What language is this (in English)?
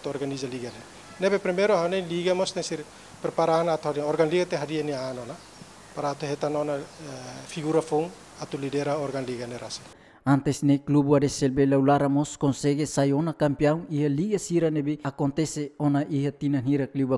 Tetum